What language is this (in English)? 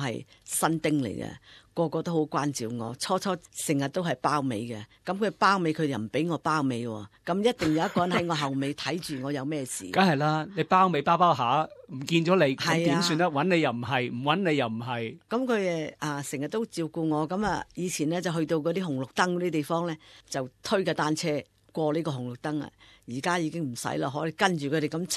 Cantonese